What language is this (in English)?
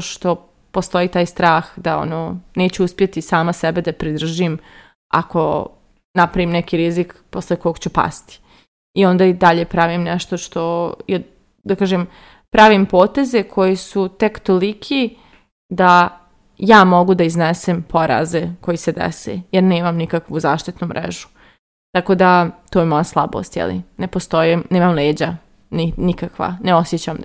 Serbian